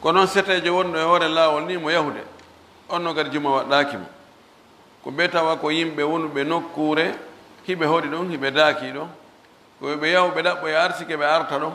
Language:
Fula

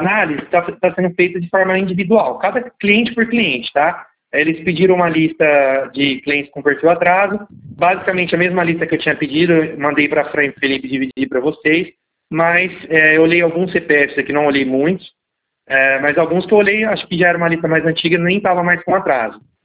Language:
Portuguese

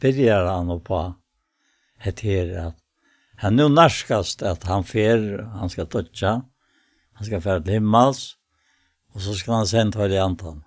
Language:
Faroese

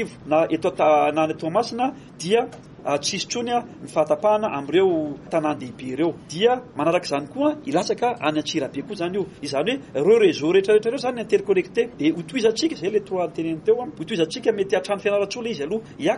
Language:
Malagasy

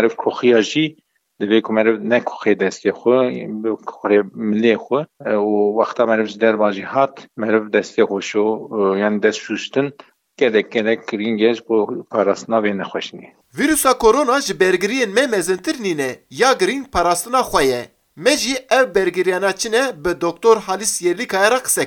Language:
Kurdish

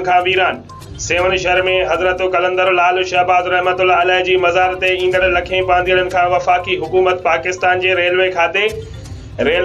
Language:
Sindhi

